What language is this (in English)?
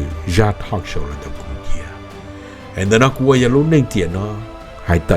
Hmong